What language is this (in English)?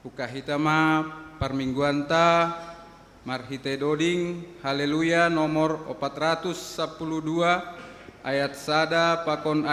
Batak Simalungun